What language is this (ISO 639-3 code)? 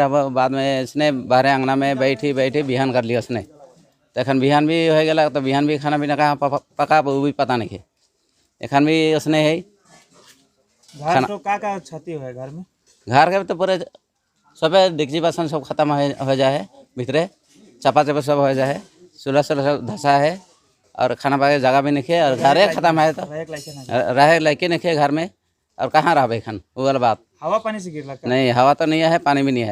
sck